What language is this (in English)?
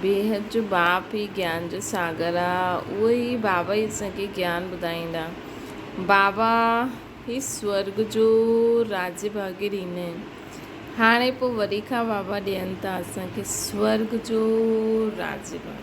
Sindhi